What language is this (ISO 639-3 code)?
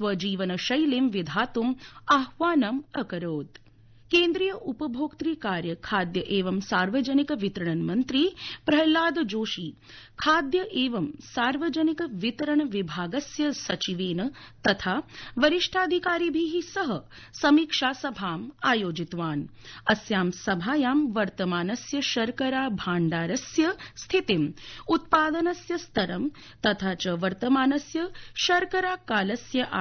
san